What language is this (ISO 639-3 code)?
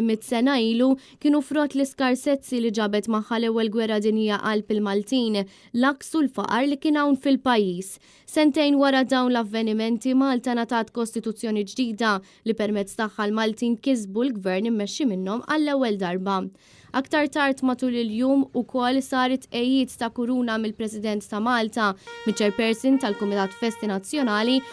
mlt